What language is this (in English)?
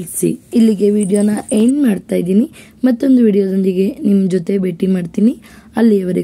Kannada